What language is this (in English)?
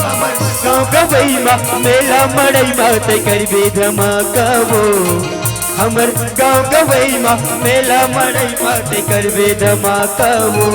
Chhattisgarhi